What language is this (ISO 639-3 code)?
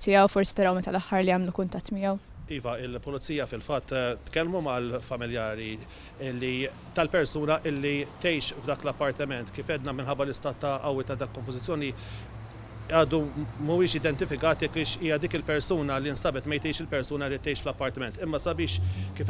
mlt